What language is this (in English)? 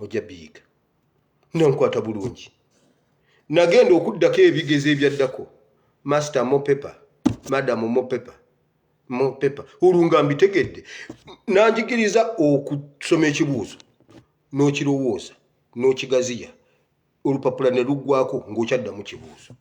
Ganda